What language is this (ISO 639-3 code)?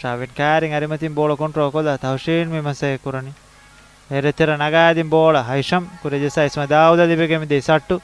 div